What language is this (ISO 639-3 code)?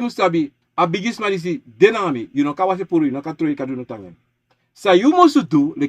srn